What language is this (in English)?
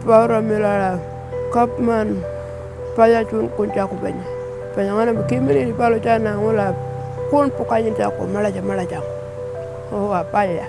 Pitjantjatjara